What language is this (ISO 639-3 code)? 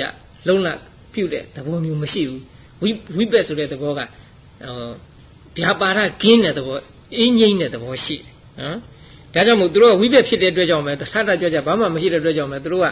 mya